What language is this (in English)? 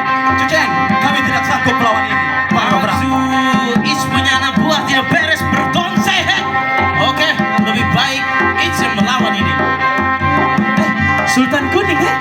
Banjar